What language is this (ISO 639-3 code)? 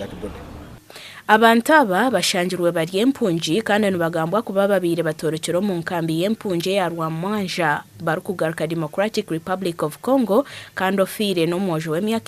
nyn